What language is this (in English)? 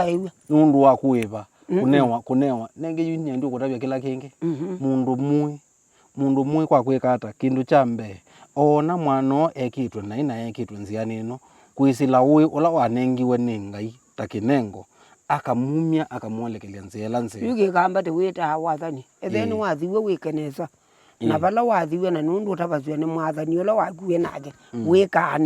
Kamba